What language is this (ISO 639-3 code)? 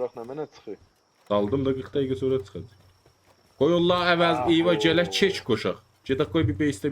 azb